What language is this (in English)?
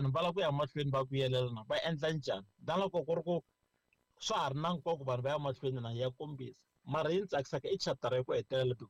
Tsonga